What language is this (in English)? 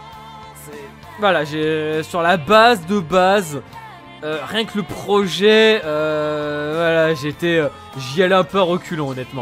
French